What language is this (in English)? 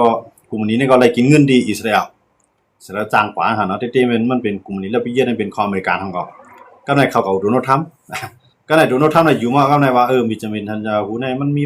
Shan